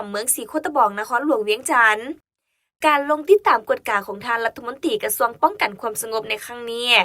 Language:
Lao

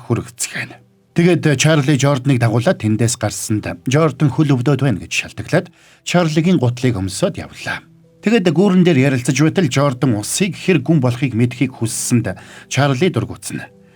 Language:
Mongolian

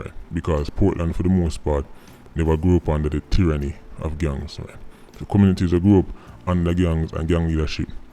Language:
Jamaican Creole English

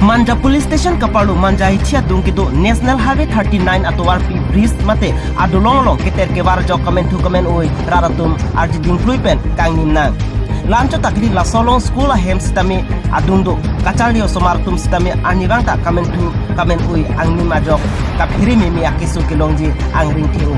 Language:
Karbi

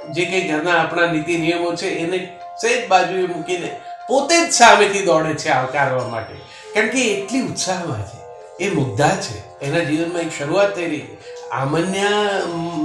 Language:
Gujarati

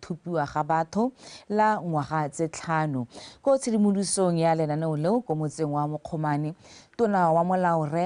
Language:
Tswana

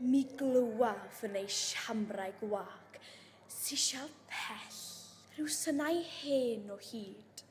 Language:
Welsh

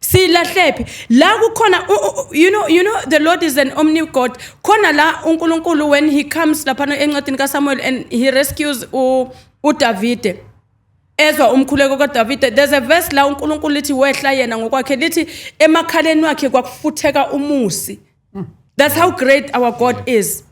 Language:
Zulu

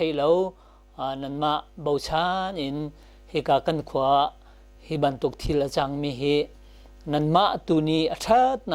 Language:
Hakha Chin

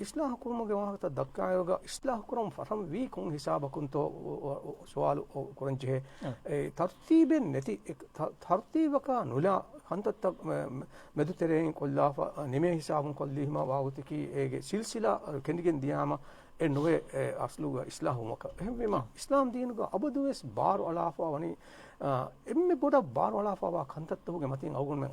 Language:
Divehi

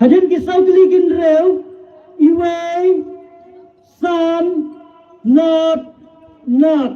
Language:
Khasi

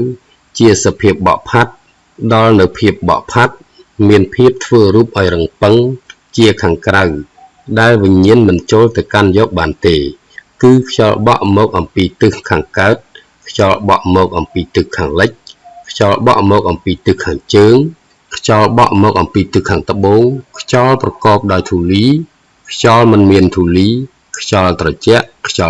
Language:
Khmer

